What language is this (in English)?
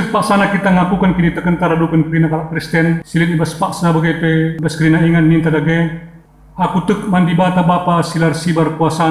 Batak Karo